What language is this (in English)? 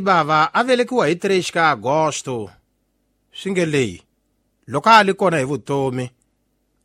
Tsonga